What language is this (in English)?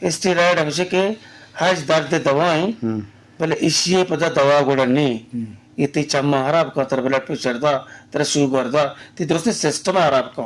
Eastern Balochi